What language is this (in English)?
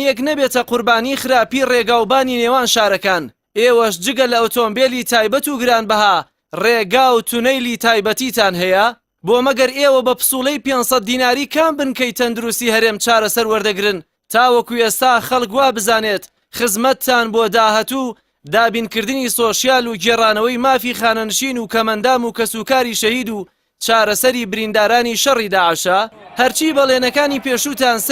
Central Kurdish